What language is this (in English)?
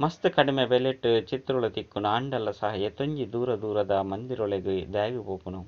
Tulu